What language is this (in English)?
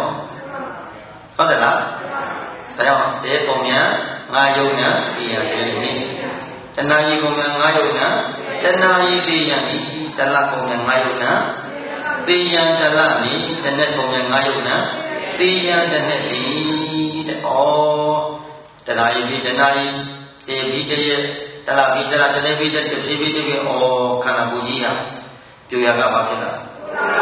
Burmese